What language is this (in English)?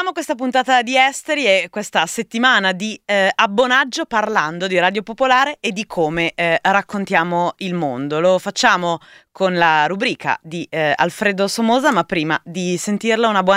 Italian